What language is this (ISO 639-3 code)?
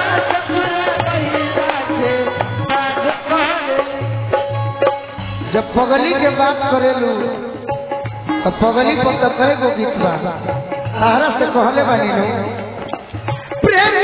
bho